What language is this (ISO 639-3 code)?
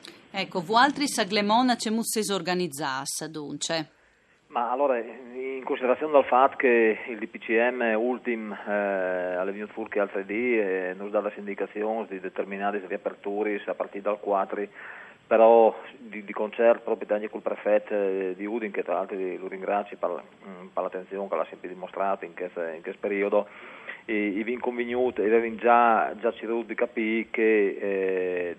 fur